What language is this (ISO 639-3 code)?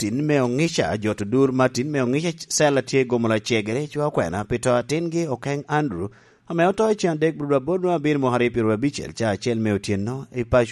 laj